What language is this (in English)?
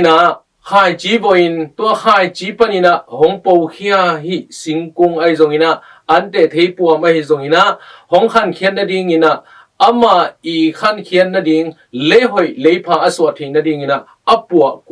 Tedim Chin